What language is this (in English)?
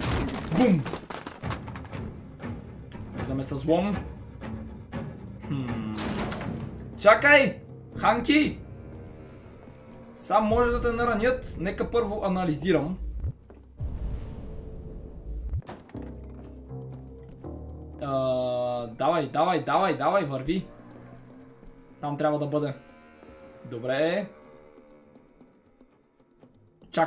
Bulgarian